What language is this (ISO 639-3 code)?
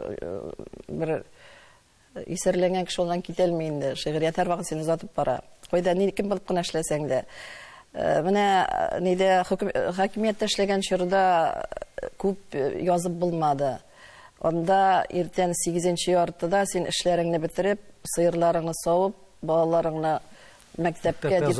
tat